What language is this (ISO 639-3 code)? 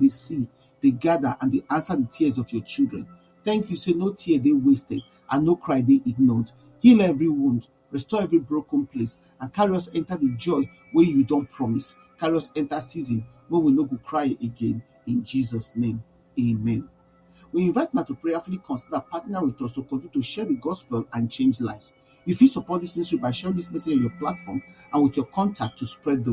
pcm